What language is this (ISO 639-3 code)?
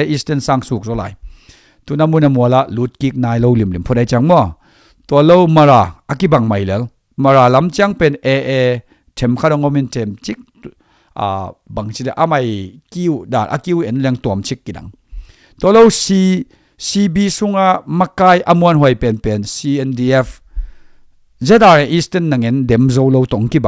ctd